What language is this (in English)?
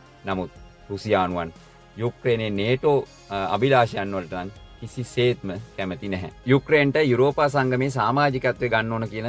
Sinhala